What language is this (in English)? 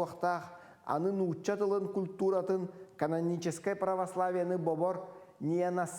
Yakut